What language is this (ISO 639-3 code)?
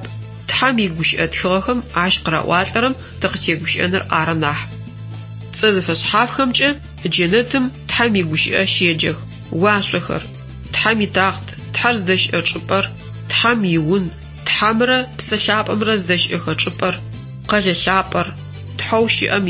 ady